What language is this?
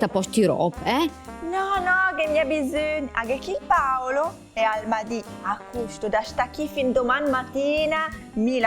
Lombard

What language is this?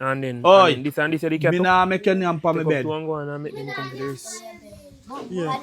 Jamaican Creole English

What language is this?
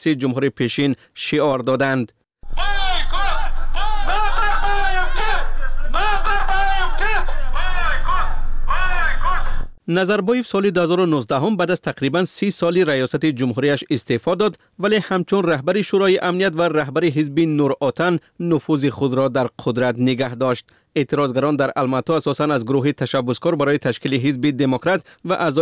Persian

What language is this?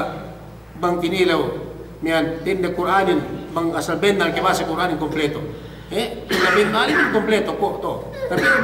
Yakan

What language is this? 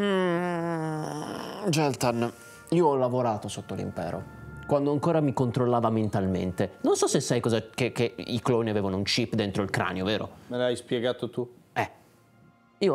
Italian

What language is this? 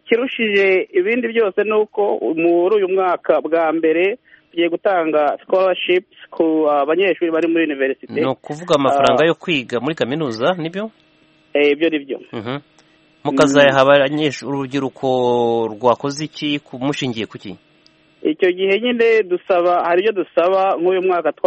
Kinyarwanda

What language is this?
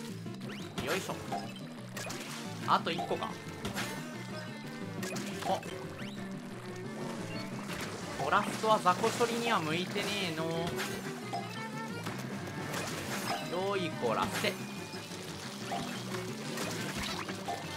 Japanese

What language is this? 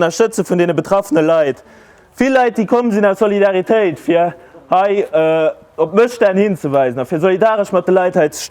Luxembourgish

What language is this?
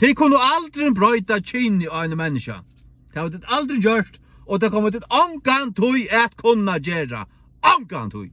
Faroese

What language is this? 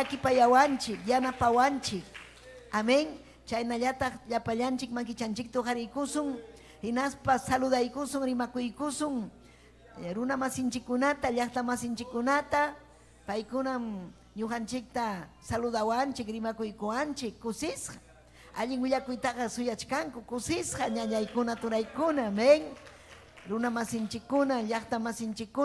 Ayacucho Quechua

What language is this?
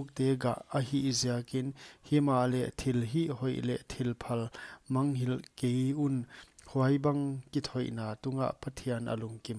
Paite Chin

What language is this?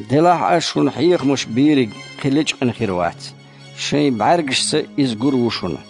Chechen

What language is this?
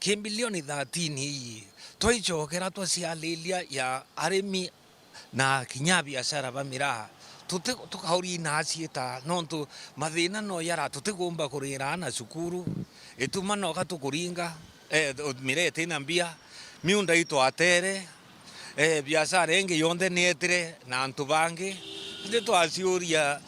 Meru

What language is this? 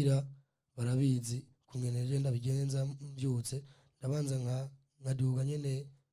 Rundi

